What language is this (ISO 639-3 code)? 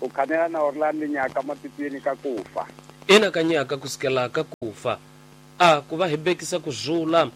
tso